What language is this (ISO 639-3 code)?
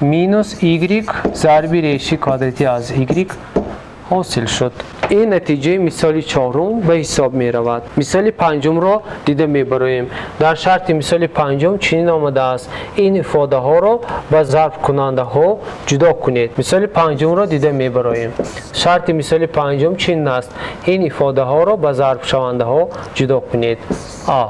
tgk